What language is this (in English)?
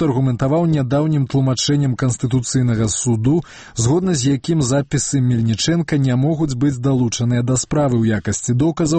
Belarusian